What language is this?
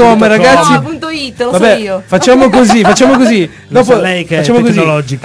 Italian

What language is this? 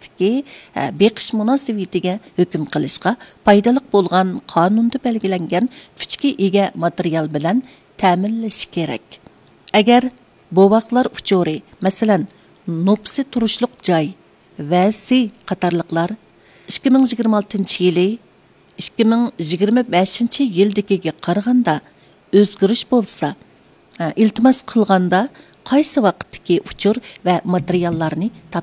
Uyghur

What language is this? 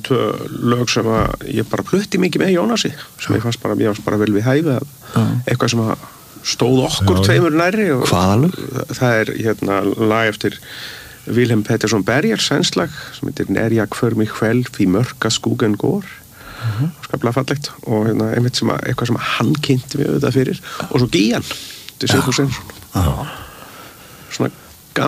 Icelandic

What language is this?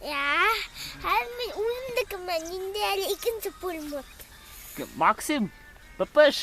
Bashkir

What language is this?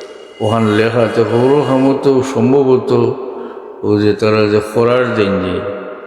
Sylheti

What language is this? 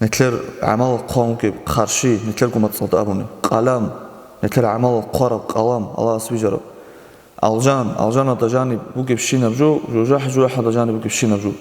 Avaric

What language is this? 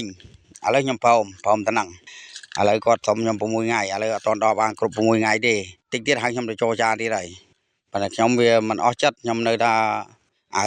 Khmer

